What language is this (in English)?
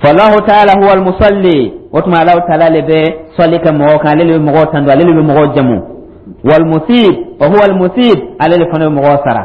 Dyula